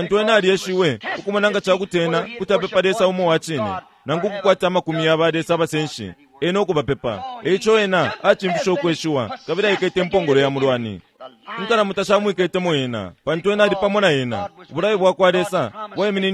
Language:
Bemba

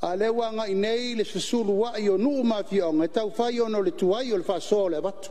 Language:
Samoan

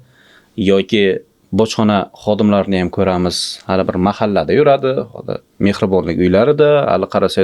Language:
Uzbek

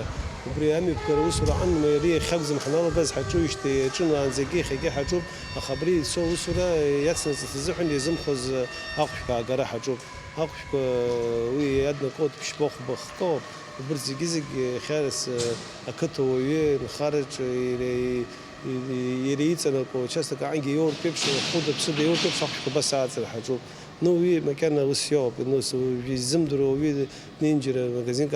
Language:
Abkhazian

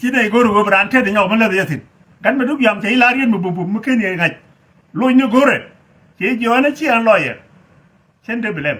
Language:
Nuer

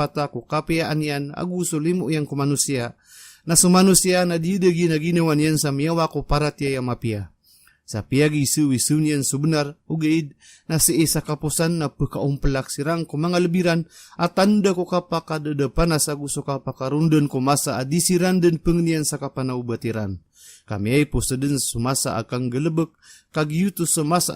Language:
Maranao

